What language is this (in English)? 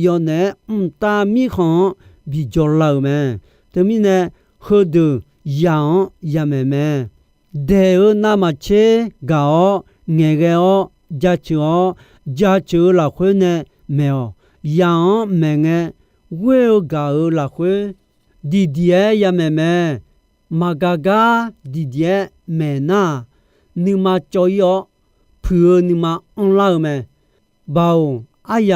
Akha